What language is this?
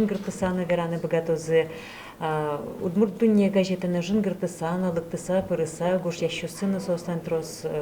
Udmurt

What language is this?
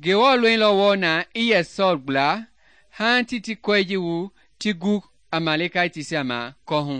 Mende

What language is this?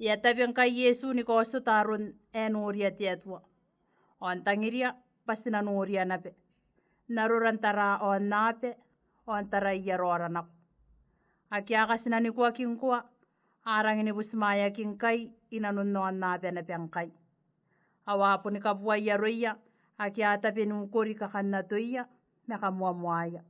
Gilbertese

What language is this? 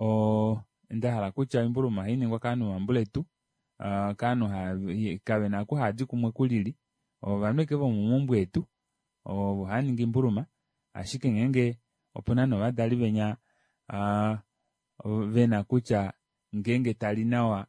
Kuanyama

